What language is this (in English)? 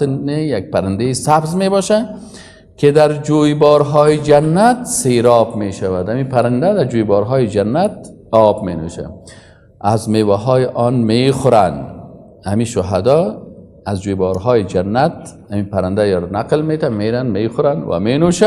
Persian